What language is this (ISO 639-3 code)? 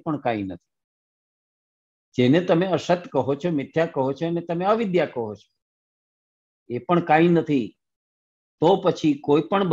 guj